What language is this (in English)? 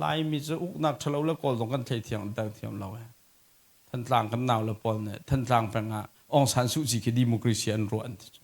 Hakha Chin